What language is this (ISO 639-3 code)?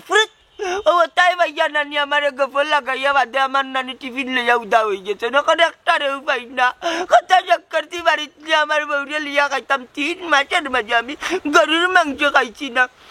syl